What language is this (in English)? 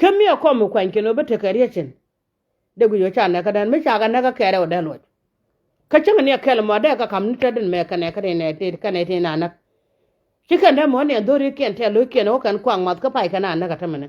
Nuer